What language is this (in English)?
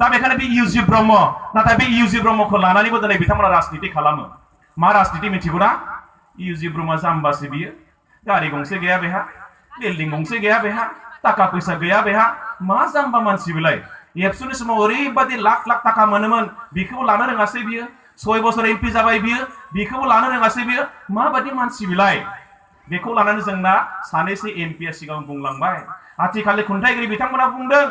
Bodo